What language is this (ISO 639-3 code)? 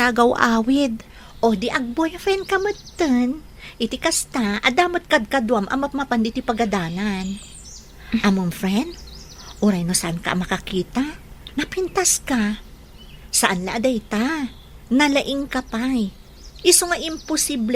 ilo